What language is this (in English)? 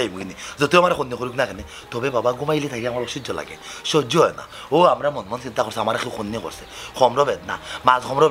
Sylheti